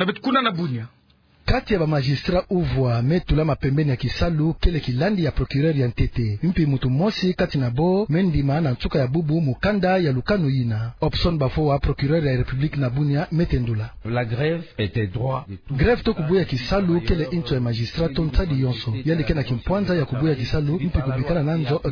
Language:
Kituba (Democratic Republic of Congo)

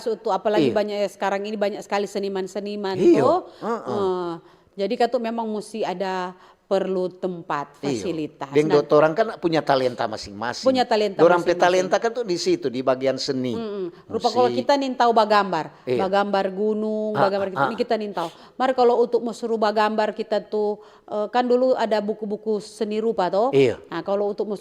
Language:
Manado Malay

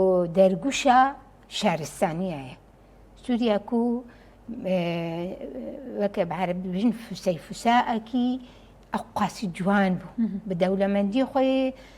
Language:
Kurdish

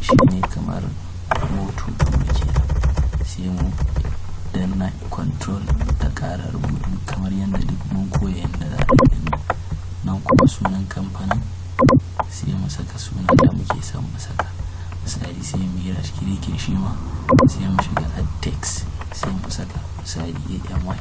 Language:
Hausa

